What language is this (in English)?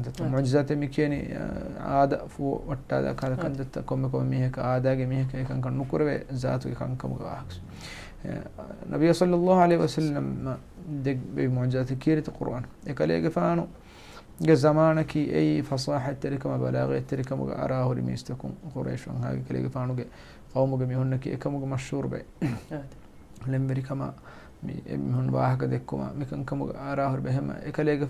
Divehi